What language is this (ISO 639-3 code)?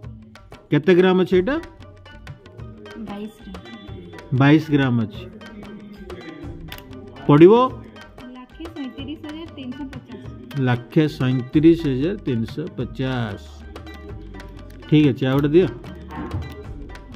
ori